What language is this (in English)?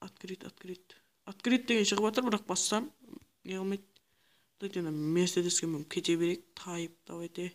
Kara-Kalpak